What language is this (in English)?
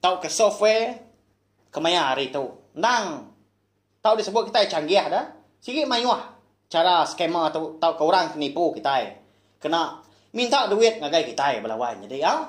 Iban